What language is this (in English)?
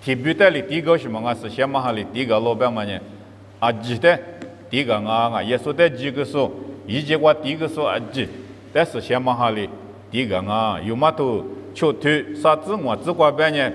Lisu